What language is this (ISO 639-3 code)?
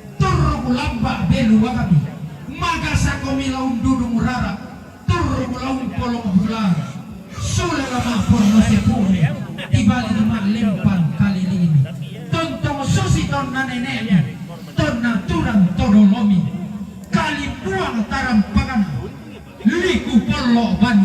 sda